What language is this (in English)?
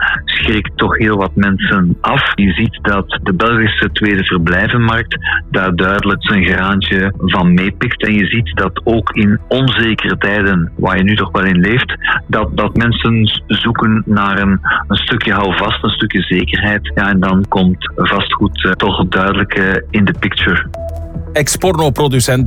Dutch